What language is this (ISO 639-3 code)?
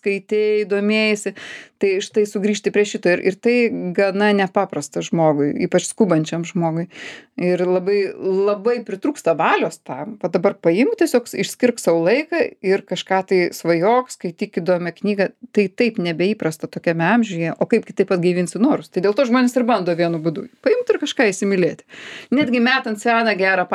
lit